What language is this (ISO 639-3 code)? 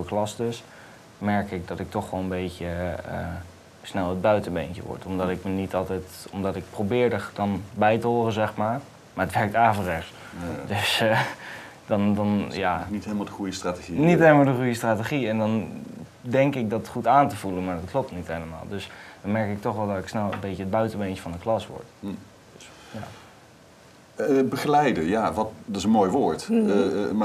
nld